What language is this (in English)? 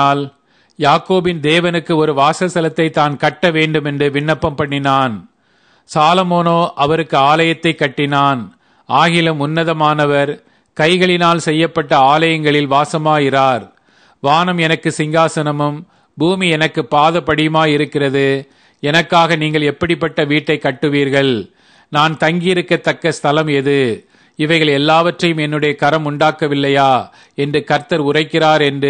Tamil